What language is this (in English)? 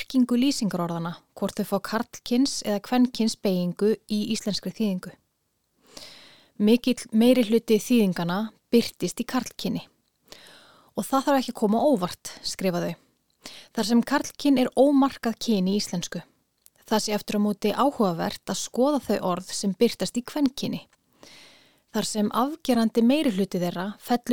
Icelandic